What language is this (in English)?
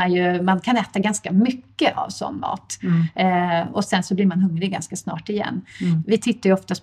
Swedish